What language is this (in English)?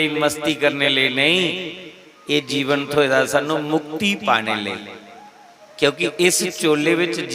Dogri